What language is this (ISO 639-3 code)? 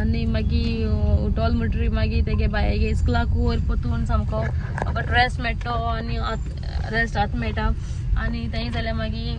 kok